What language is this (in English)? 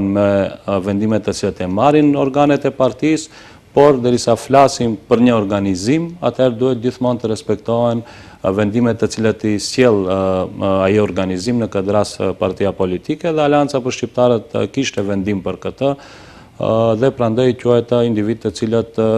Albanian